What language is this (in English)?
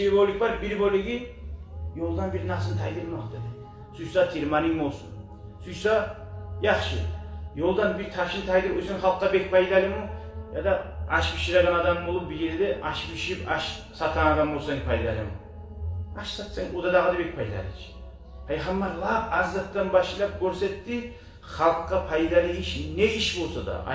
Kumyk